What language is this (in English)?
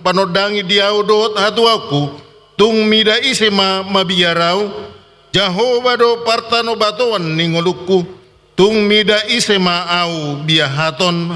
Batak Toba